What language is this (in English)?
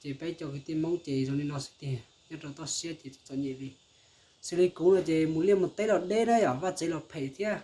Hmong